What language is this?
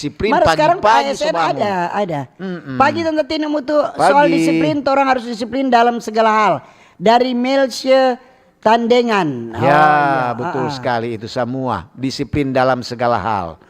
Manado Malay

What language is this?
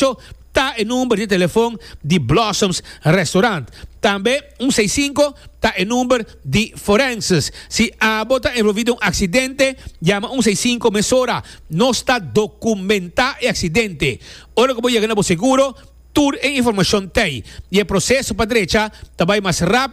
Papiamento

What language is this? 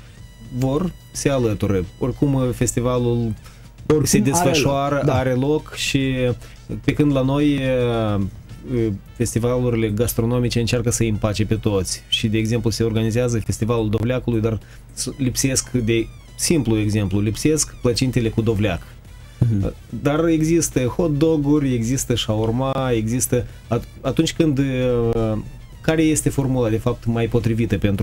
Romanian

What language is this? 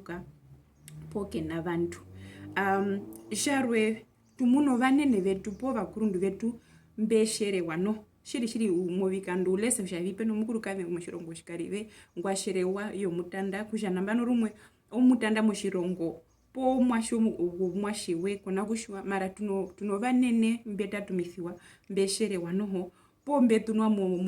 Herero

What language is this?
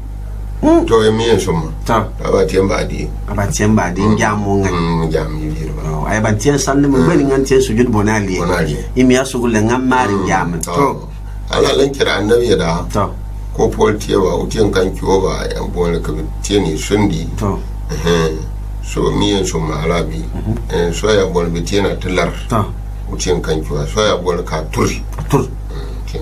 Gourmanchéma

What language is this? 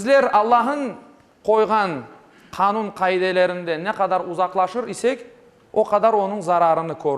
Crimean Tatar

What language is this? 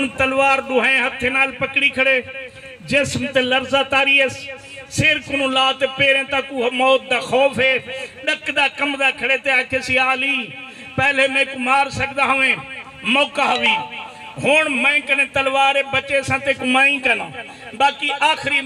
Saraiki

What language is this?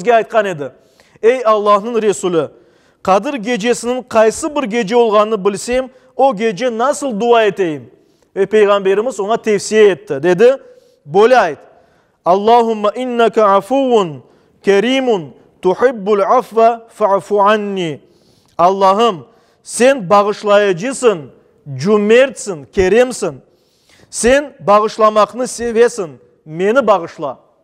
Crimean Tatar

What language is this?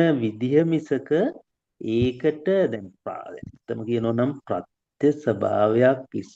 Sinhala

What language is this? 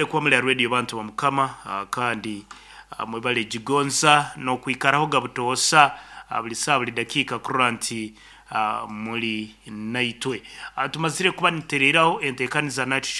Nyankole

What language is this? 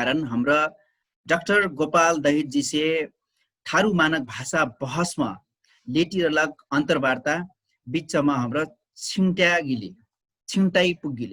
Dangaura Tharu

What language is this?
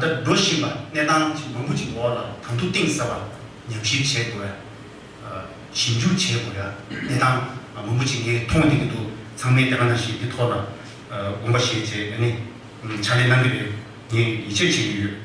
Tibetan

